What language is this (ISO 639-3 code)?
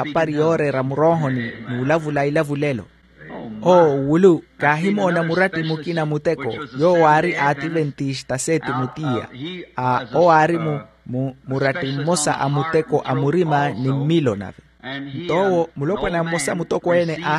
vmw